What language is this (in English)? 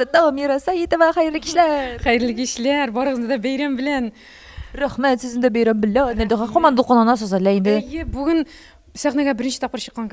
Tatar